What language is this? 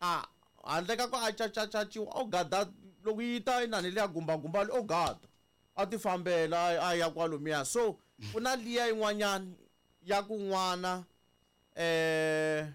Tsonga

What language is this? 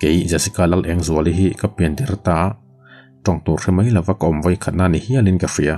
Mizo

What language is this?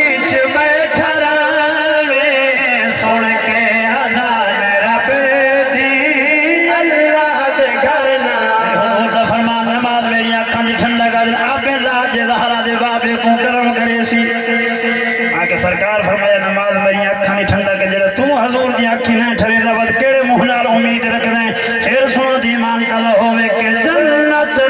Saraiki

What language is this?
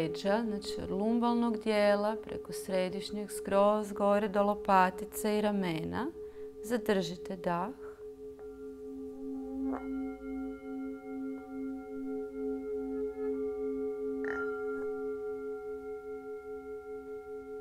Croatian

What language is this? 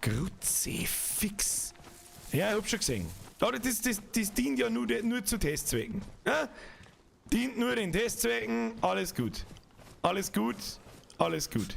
Bavarian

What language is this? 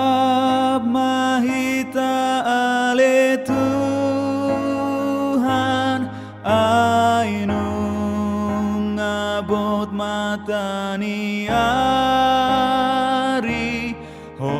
Batak Toba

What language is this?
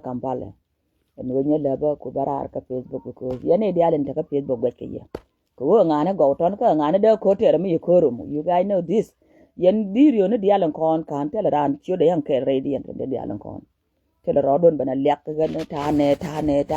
Nuer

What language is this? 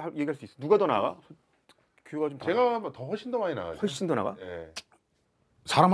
Korean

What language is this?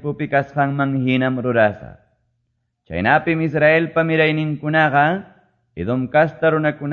Quechua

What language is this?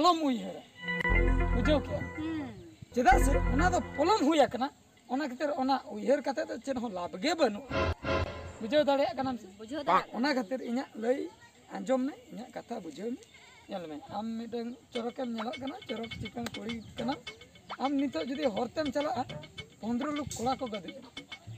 Santali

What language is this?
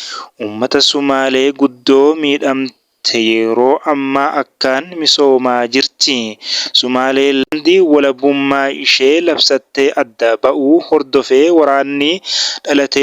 Oromo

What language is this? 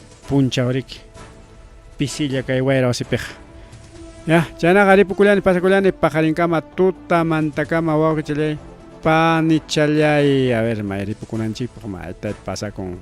Ayacucho Quechua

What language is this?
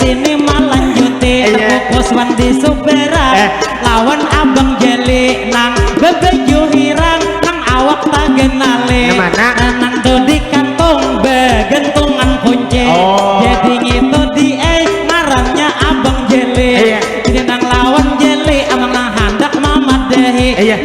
Banjar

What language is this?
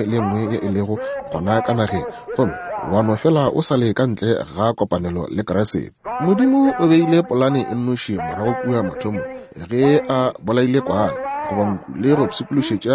Northern Sotho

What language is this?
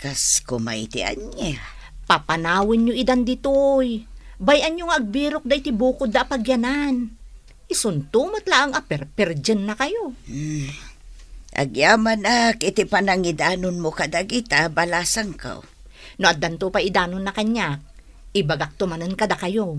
Iloko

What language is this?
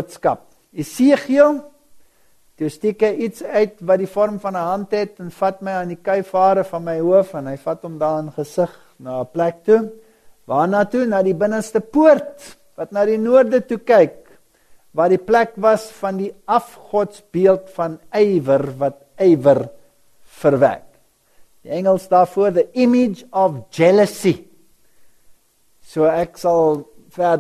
Afrikaans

